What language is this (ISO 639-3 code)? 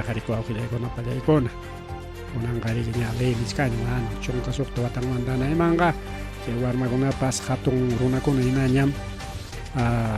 quy